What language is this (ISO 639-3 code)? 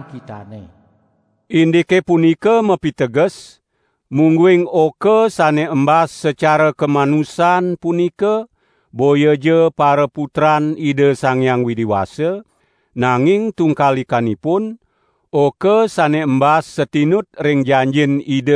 ban